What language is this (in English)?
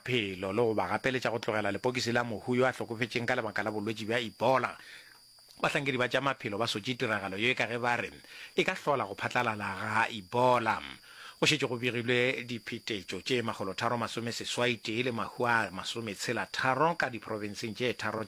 Northern Sotho